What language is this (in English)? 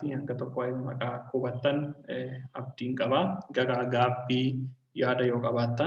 Oromo